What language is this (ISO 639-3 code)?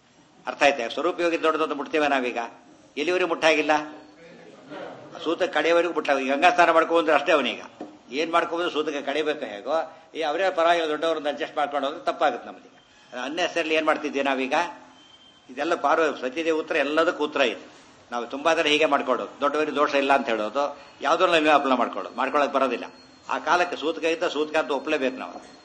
kan